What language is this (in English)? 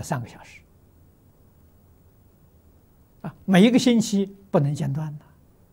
Chinese